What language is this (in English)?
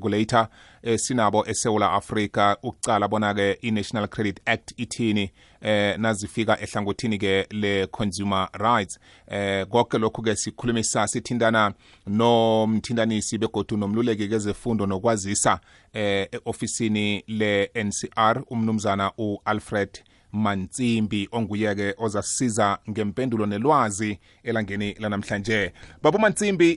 South Ndebele